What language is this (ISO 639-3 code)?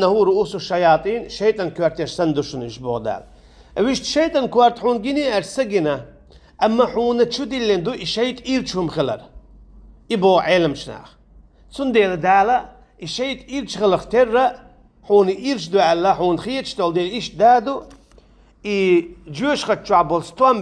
che